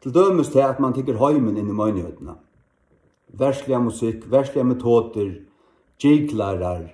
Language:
Faroese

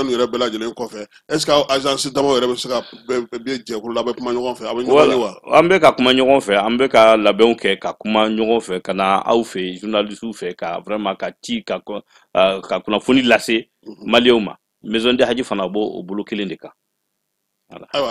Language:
Bambara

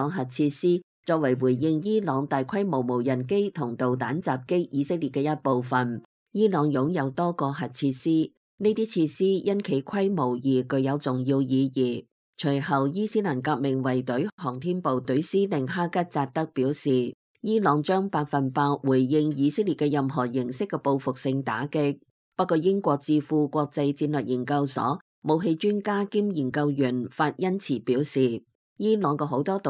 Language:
Cantonese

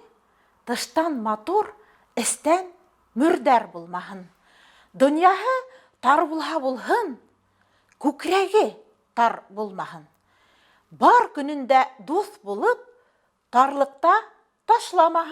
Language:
Bashkir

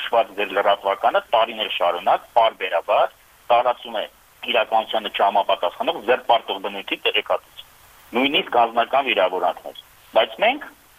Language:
Armenian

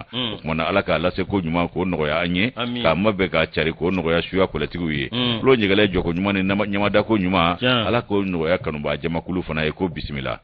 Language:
Bambara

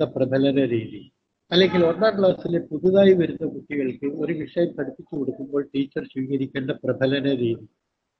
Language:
Malayalam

